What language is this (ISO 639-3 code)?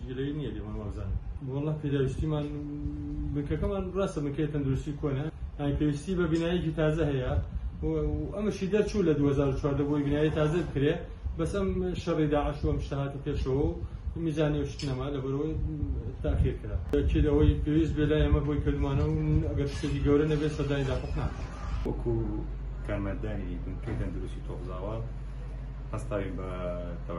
ckb